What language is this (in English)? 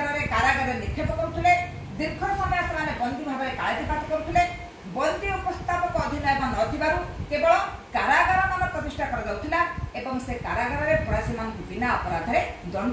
Odia